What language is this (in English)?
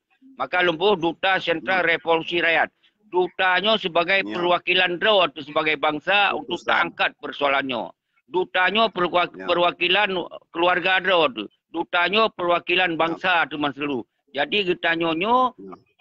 Achinese